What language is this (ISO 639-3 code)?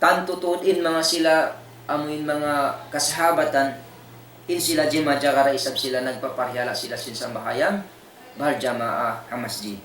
tsg